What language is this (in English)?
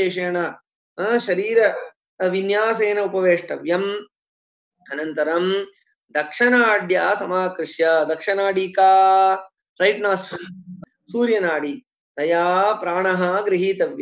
Sanskrit